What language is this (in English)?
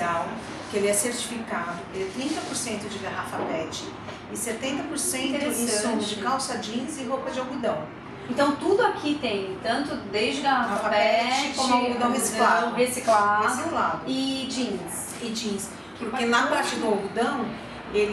Portuguese